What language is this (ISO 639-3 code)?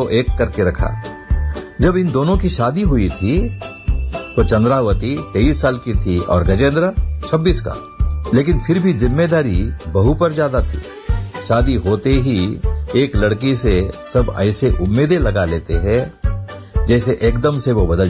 hin